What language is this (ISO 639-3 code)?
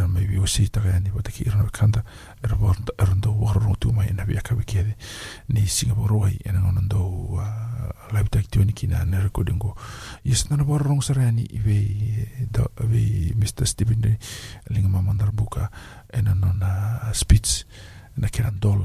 fij